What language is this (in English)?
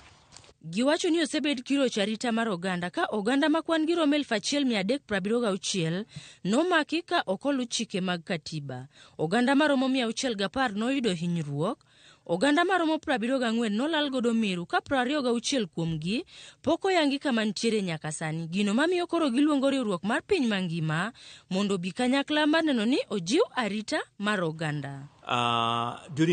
Luo (Kenya and Tanzania)